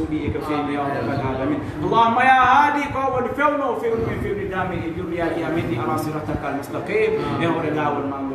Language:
Fula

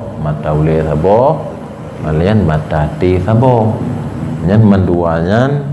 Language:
Achinese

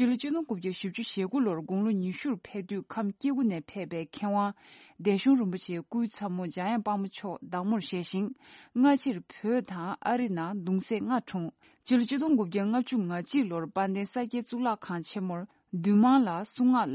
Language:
Tibetan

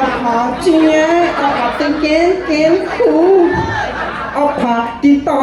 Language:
Tangkhul Naga (India)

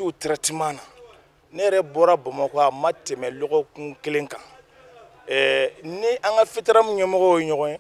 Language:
Bambara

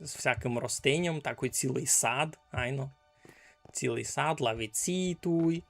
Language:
Rusyn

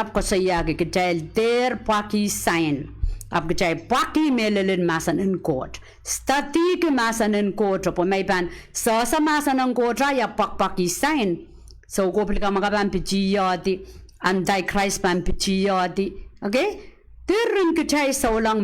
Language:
Pohnpeian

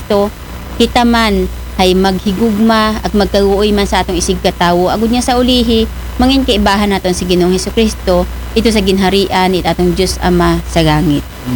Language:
Aklanon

